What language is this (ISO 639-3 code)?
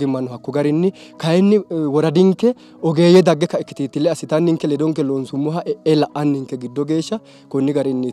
sid